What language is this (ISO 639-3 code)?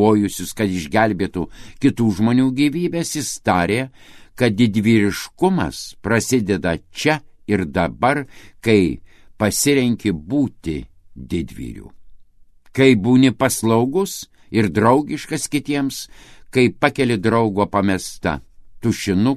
lit